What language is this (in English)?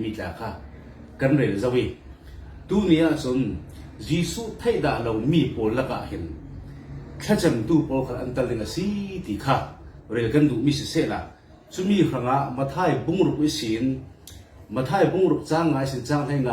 Falam Chin